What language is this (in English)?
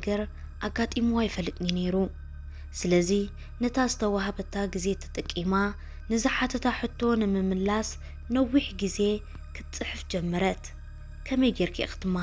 Tigrinya